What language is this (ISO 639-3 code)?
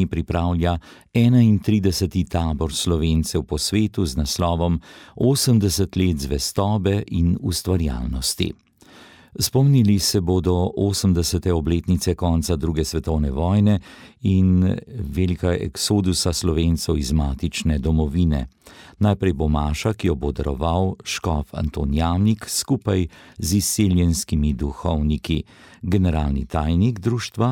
slv